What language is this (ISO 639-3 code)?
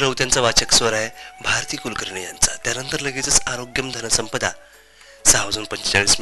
mar